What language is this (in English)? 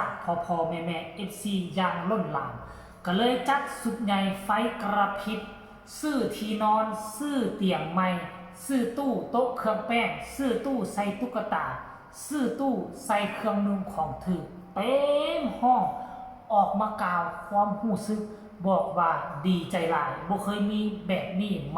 Lao